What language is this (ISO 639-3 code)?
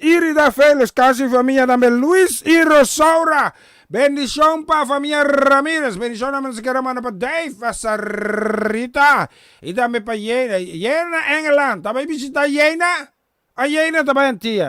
pap